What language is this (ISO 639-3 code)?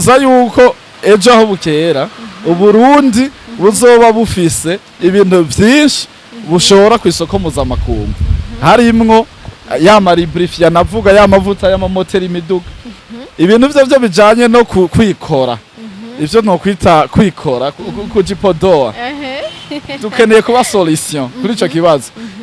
run